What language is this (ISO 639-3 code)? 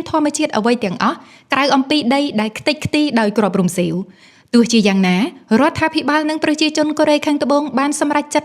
khm